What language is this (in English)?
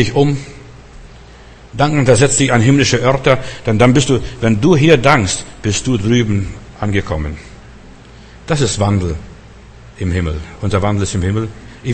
German